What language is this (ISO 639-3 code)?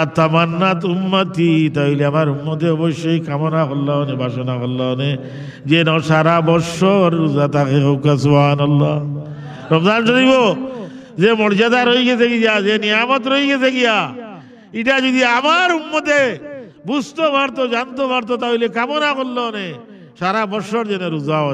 syl